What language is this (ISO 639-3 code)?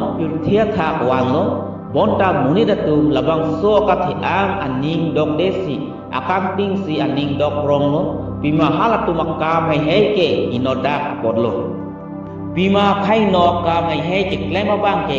mjw